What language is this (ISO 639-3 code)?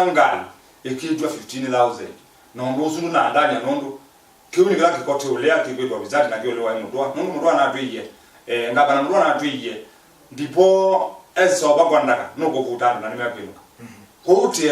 kam